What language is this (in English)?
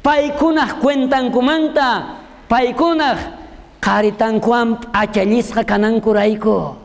South Bolivian Quechua